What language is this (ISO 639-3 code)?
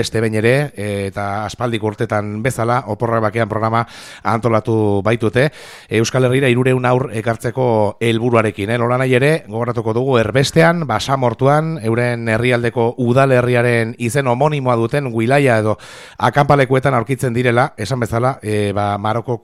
eus